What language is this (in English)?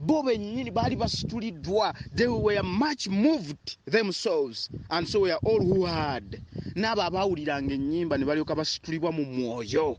Ganda